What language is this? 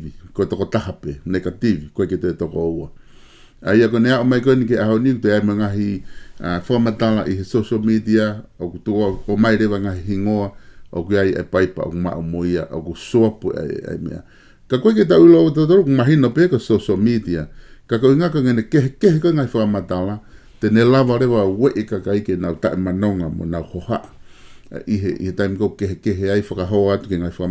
Tongan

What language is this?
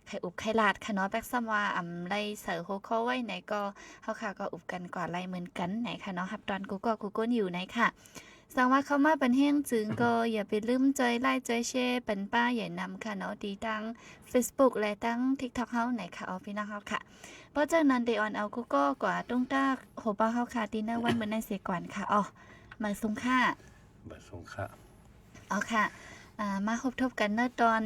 Shan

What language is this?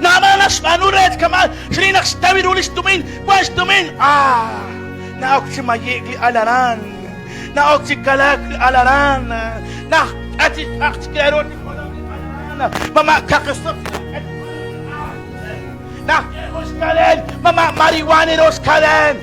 Kekchí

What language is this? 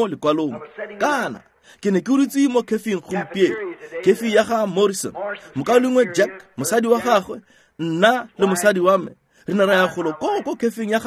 Tswana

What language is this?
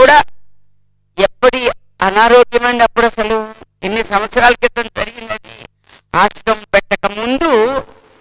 Telugu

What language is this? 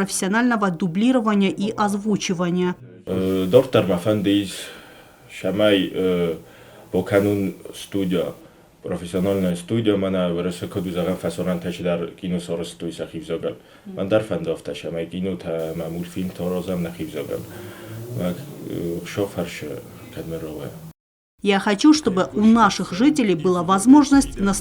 Ossetic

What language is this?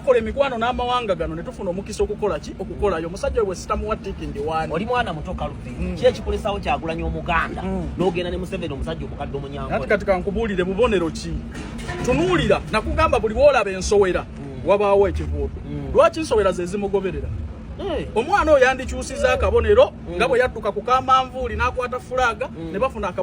Ganda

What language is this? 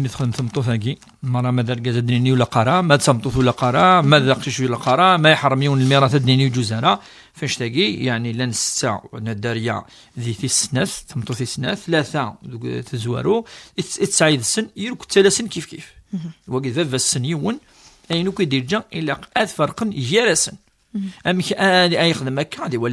Kabyle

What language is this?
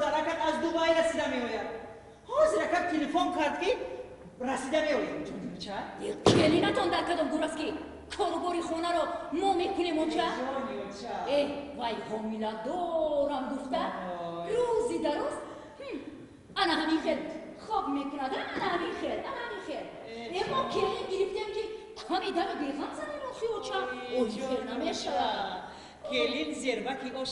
Tajik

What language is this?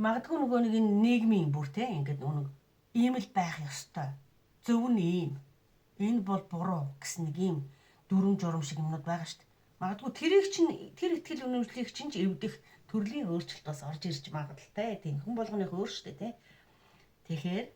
Mongolian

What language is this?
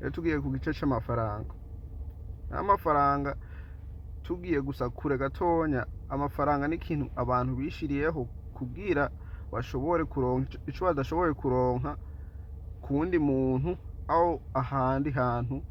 Rundi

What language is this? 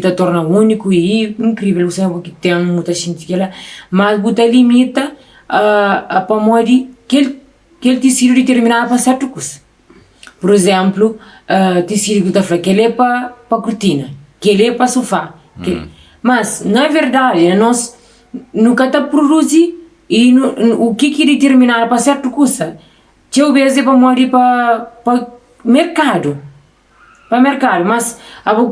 Kabuverdianu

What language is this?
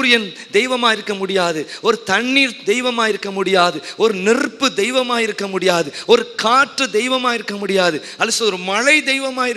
Tamil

